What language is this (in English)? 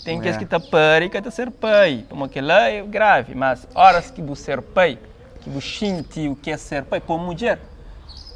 Kabuverdianu